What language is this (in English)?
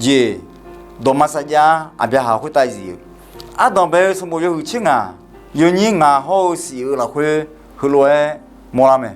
Akha